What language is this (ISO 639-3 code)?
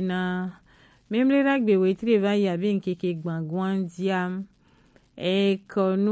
gej